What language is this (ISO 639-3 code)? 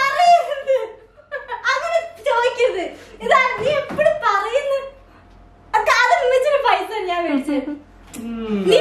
mal